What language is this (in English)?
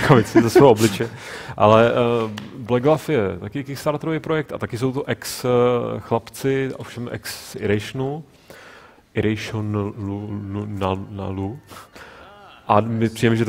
Czech